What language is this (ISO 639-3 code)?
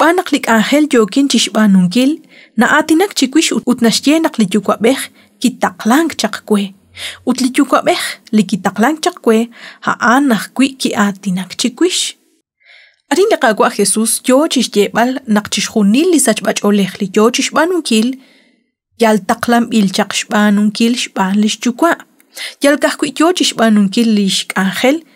kek